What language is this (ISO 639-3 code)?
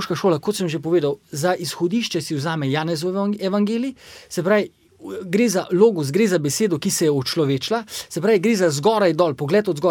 slv